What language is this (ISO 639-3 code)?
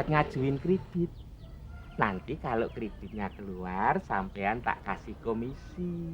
bew